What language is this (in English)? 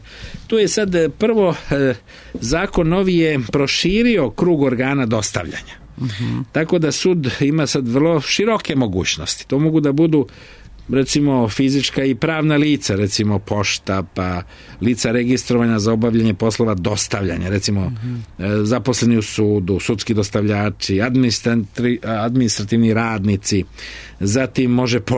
Serbian